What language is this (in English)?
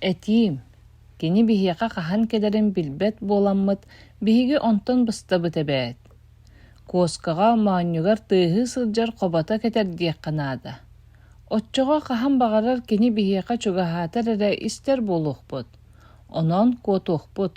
Yakut